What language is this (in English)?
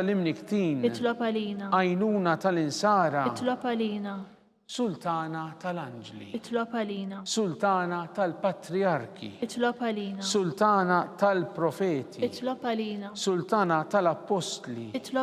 Maltese